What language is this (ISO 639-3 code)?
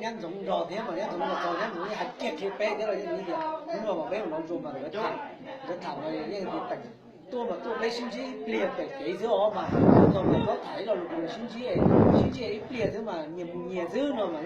hmn